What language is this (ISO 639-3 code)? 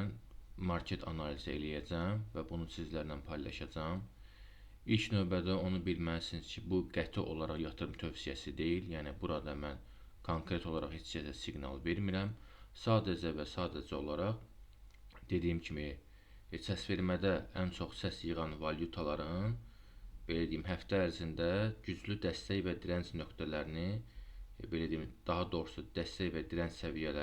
aze